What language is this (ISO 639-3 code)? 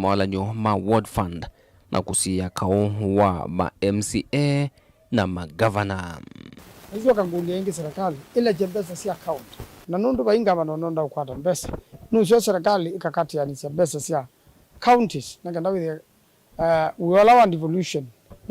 kam